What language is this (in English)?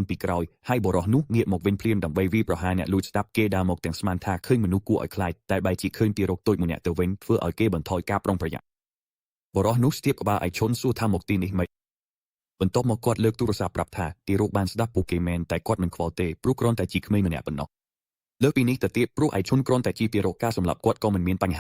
Khmer